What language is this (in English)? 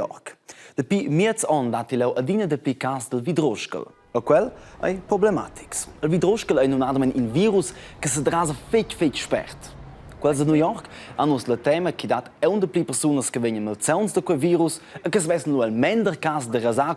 Romansh